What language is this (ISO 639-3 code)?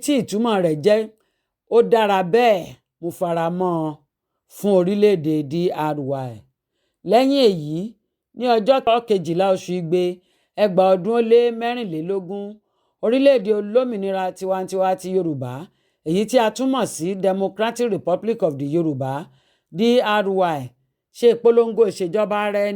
yor